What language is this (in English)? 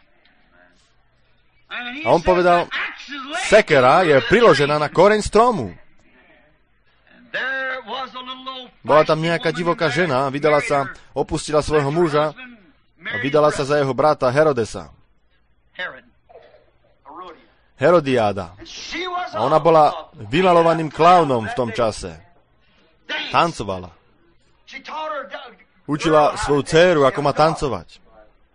Slovak